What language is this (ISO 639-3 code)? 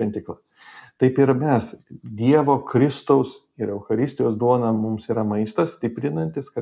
lit